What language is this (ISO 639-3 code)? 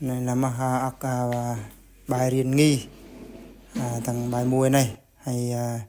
bru